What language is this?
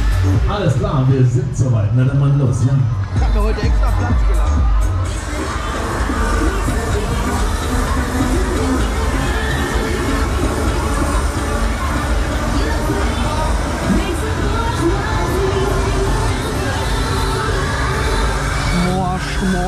German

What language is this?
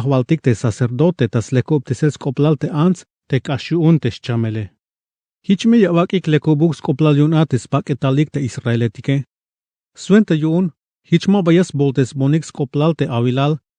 Tzeltal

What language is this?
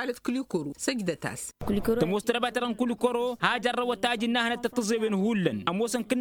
Tamasheq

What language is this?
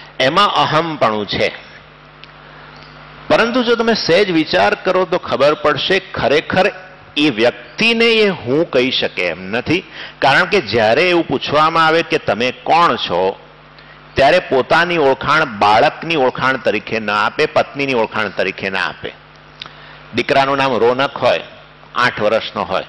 Gujarati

